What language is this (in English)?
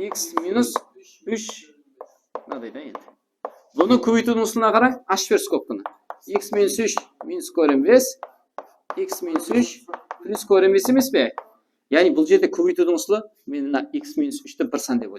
Kara-Kalpak